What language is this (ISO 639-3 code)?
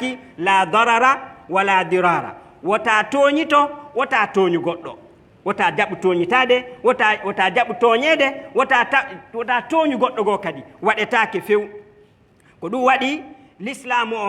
ful